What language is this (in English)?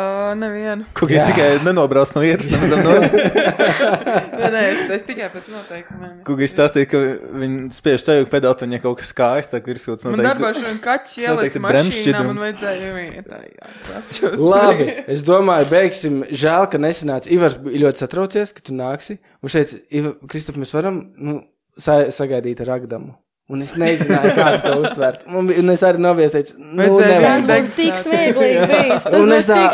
Latvian